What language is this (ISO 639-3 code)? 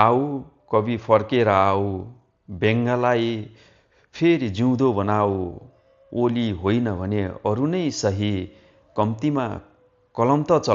nep